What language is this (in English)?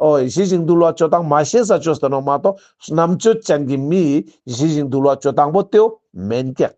Ladakhi